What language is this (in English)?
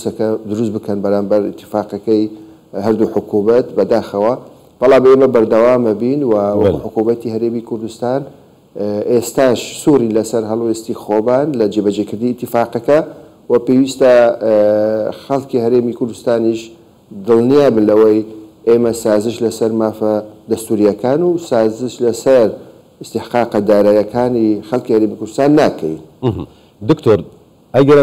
Central Kurdish